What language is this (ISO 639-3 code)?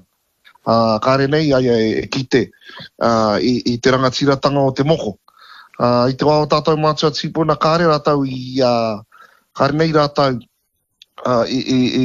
mri